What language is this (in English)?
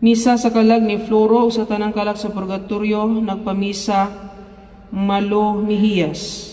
Cebuano